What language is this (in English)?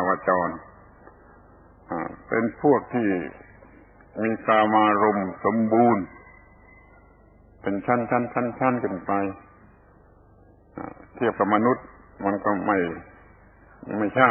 Thai